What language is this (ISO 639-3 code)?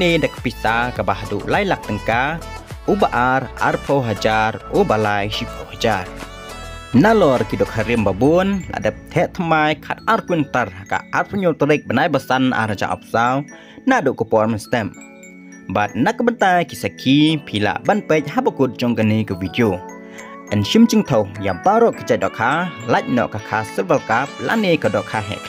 kha